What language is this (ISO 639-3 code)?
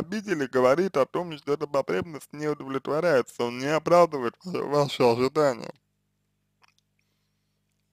rus